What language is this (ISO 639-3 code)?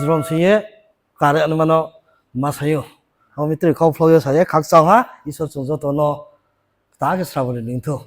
ria